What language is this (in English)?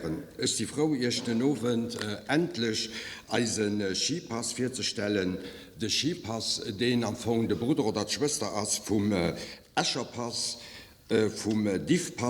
Luxembourgish